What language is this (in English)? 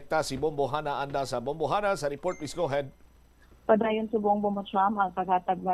Hiligaynon